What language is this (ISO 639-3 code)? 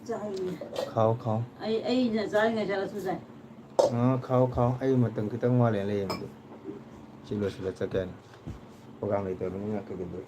mni